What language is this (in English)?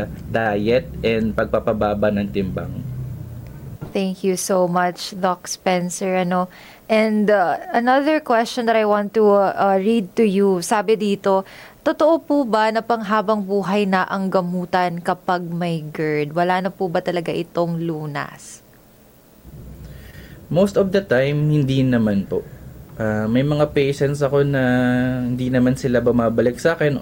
Filipino